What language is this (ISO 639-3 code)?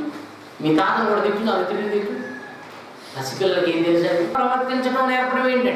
tel